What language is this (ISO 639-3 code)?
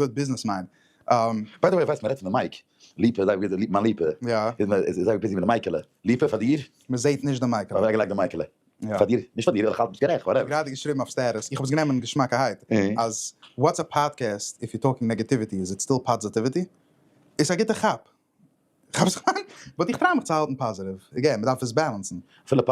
yid